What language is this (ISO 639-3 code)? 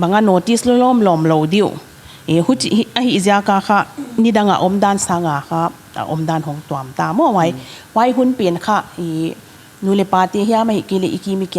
pck